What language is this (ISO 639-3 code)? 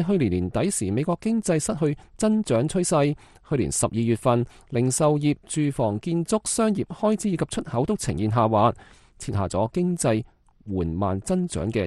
yue